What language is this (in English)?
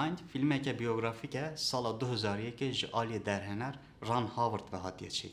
Kurdish